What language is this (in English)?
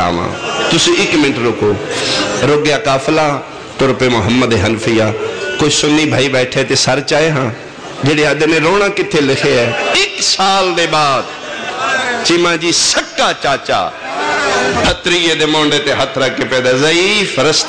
Western Panjabi